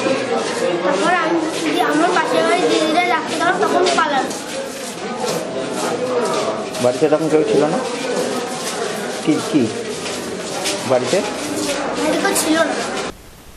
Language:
Bangla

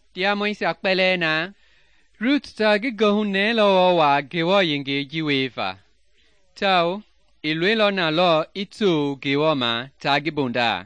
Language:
Mende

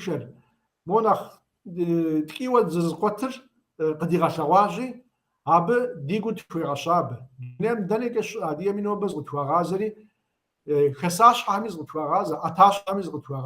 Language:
Kabardian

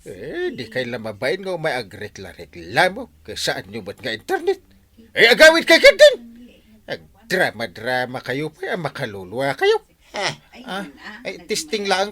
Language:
Iloko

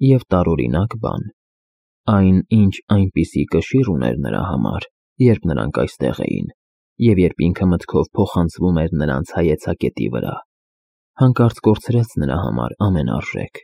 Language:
Armenian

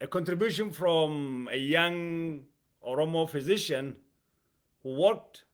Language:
English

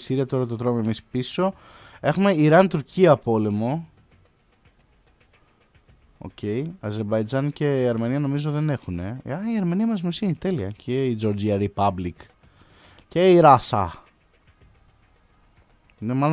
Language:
Greek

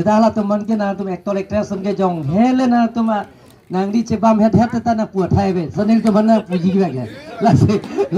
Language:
Karbi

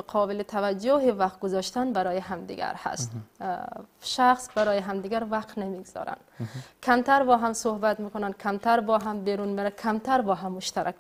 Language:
Persian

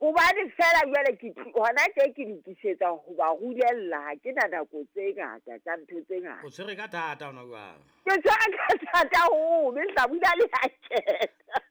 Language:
Southern Sotho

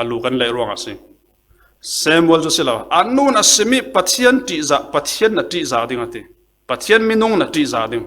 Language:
Falam Chin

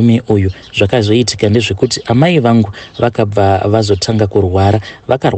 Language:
Shona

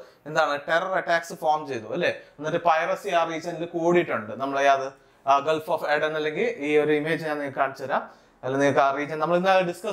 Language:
Malayalam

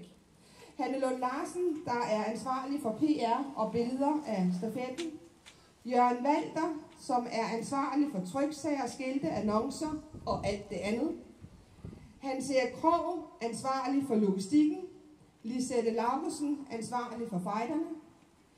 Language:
Danish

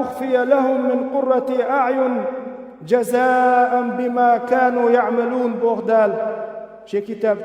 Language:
Chechen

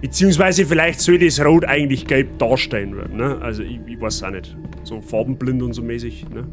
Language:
Bavarian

